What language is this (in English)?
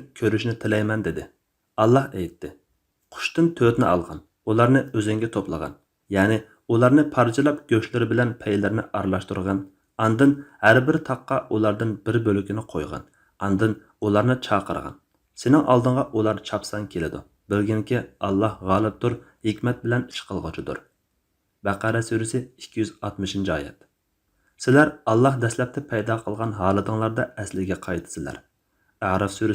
Uyghur